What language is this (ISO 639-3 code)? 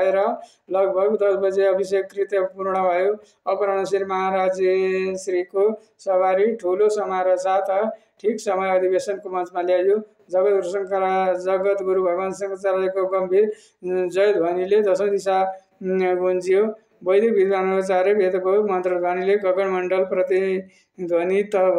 nep